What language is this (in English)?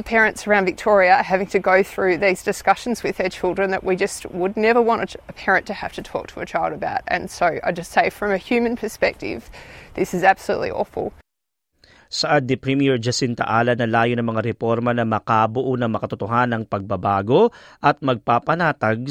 Filipino